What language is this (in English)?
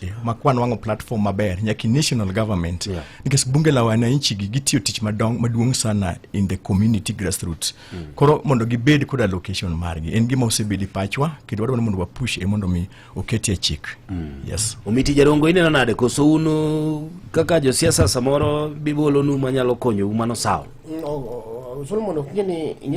Luo (Kenya and Tanzania)